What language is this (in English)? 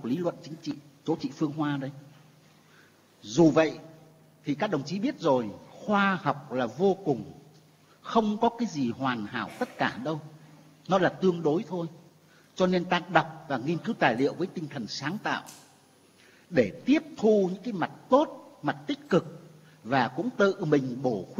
Vietnamese